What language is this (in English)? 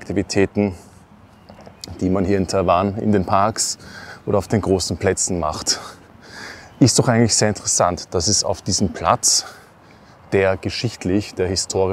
German